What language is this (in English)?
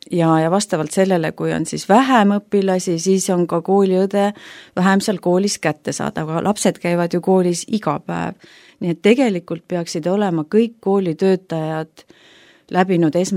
Estonian